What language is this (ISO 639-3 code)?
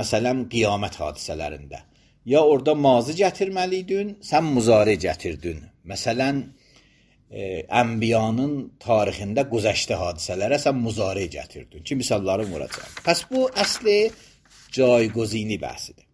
aze